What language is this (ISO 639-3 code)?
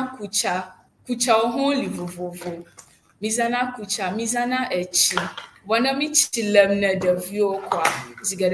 ewe